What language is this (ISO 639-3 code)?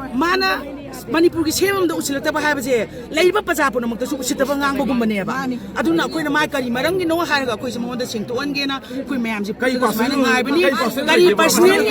mni